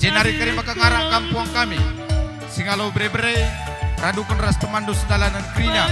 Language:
Batak Karo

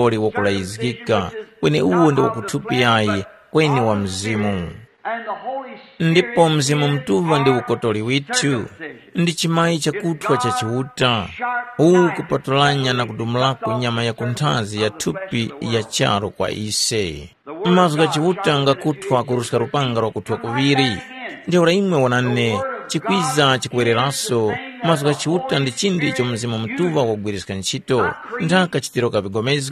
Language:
Tumbuka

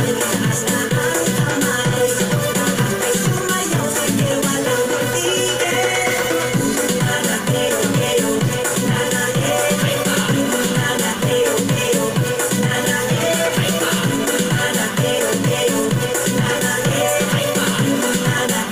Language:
Filipino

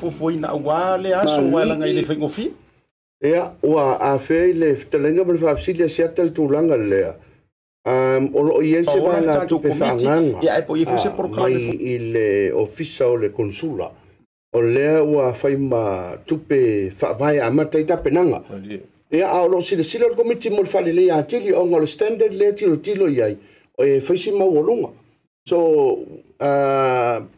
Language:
Samoan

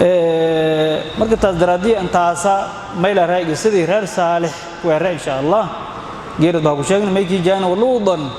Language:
Somali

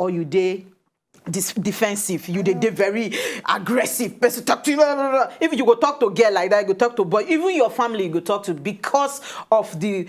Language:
Nigerian Pidgin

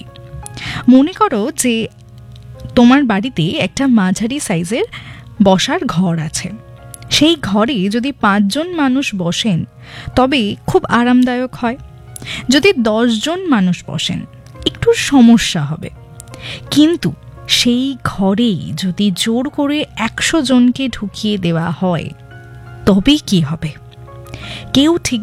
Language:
Bangla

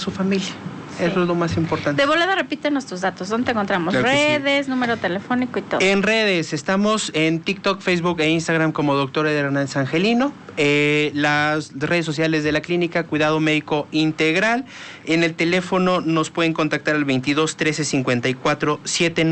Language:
Spanish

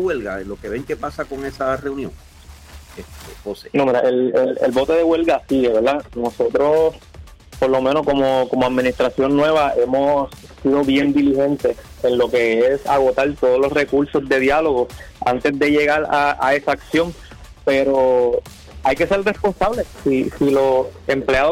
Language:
Spanish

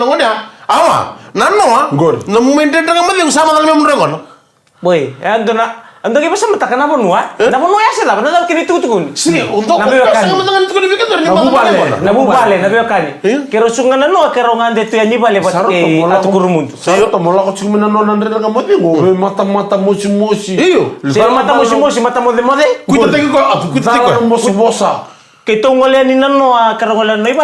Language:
Fijian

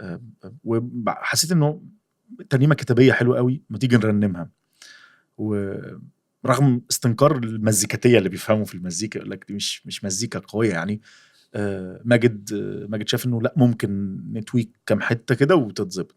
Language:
Egyptian Arabic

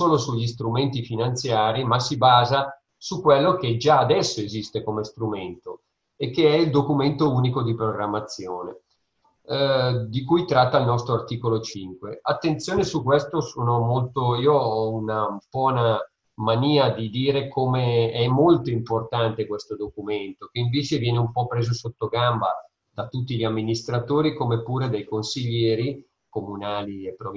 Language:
Italian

